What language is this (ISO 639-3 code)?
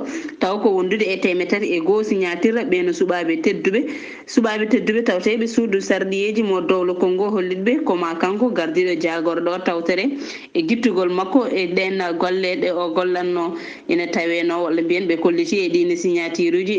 ful